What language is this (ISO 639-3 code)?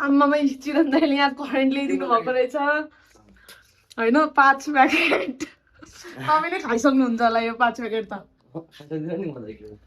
nep